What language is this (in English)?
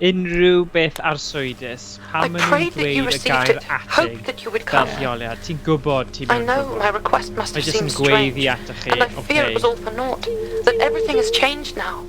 Welsh